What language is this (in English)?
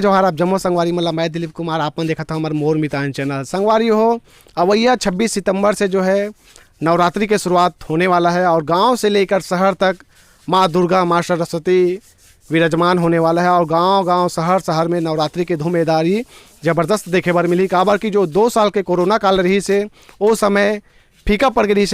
Chhattisgarhi